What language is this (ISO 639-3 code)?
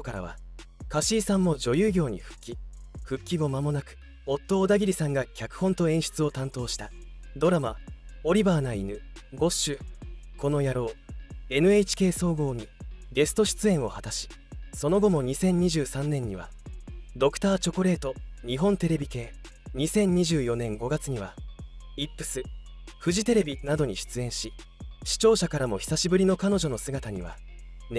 jpn